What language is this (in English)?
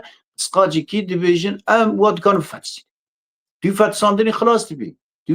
Kurdish